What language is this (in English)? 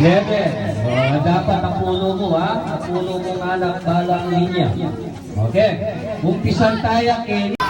Pampanga